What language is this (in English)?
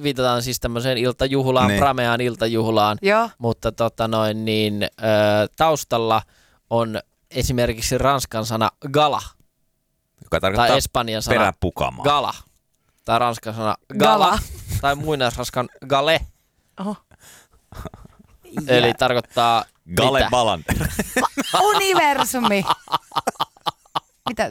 Finnish